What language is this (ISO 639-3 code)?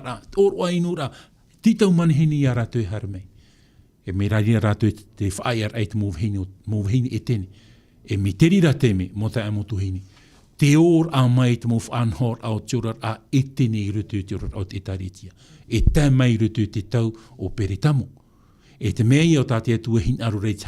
tah